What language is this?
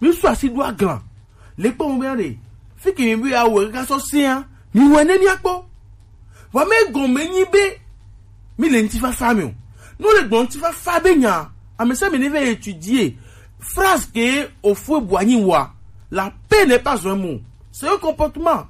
Gen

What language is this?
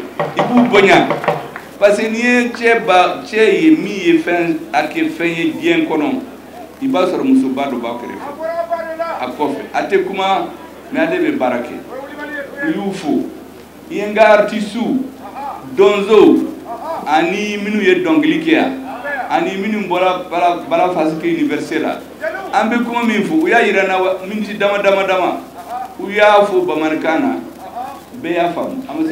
Bambara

